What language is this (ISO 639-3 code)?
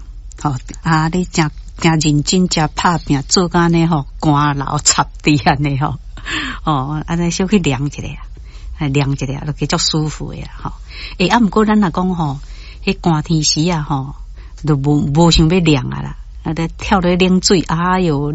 nan